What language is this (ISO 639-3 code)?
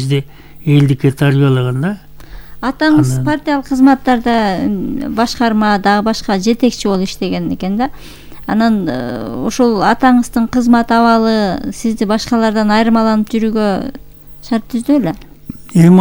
kir